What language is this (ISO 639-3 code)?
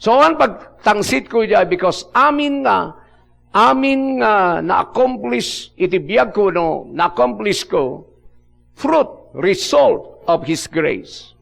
ilo